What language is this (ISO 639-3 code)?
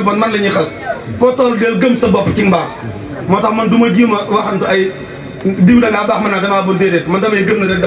wol